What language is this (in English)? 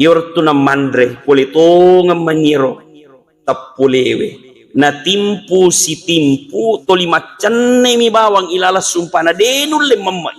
Buginese